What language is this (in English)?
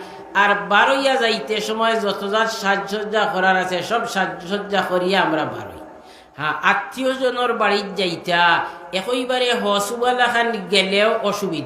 Sylheti